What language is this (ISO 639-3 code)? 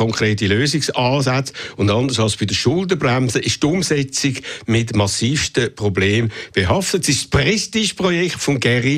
deu